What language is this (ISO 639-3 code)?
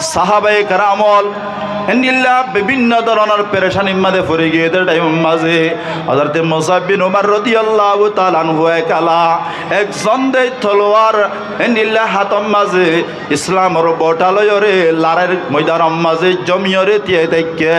rhg